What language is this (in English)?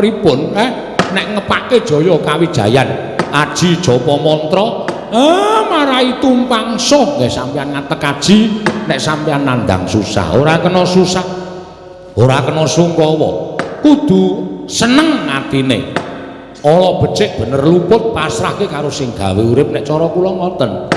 Javanese